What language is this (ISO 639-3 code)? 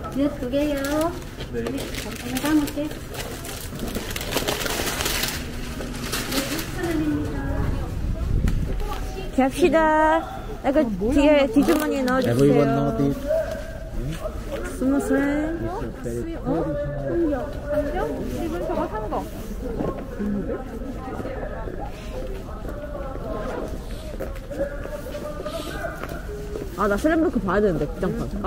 kor